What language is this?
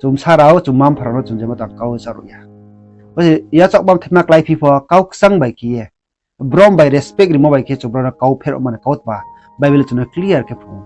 Riang (India)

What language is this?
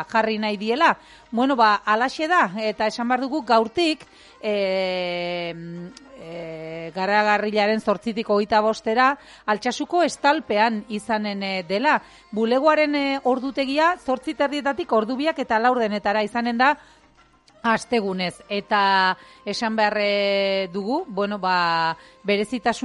Basque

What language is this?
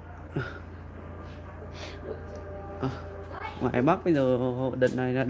Vietnamese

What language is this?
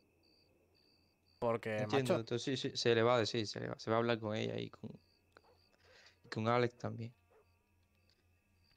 Spanish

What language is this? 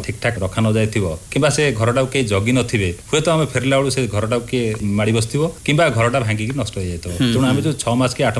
Odia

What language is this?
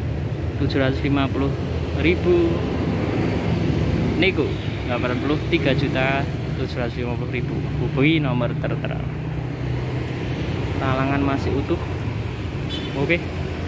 Indonesian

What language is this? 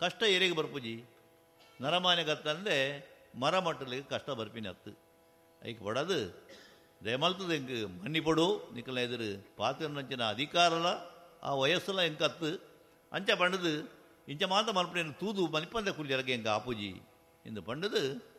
Tulu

